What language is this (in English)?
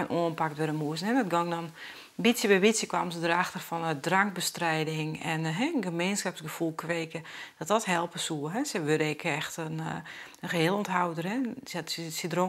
Western Frisian